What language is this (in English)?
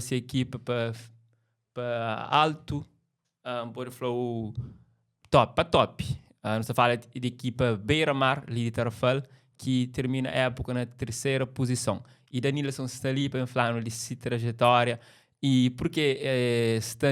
Kabuverdianu